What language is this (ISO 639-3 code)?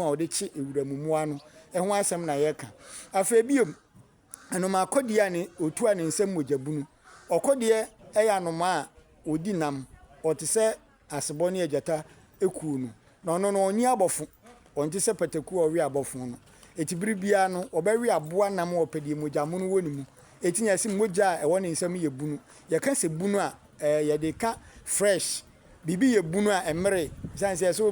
aka